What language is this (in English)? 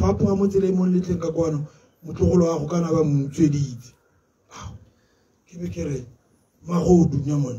Tswana